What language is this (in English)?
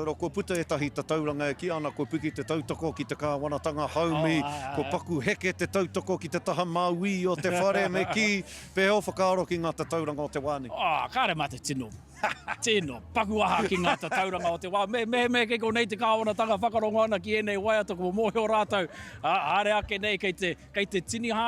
Māori